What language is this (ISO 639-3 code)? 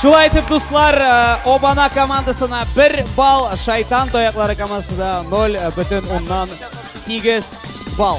tat